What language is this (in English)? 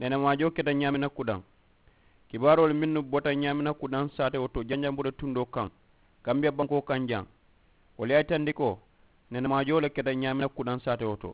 Mandingo